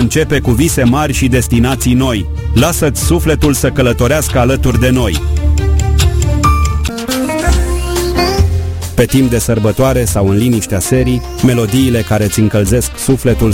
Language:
Romanian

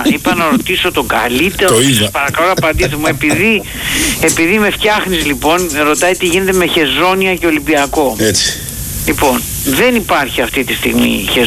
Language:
Greek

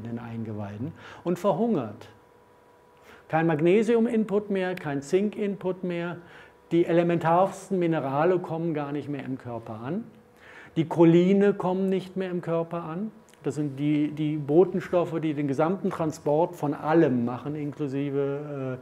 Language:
German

